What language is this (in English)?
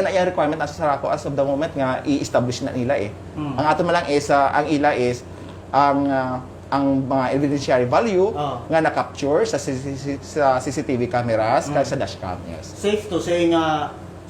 Hiligaynon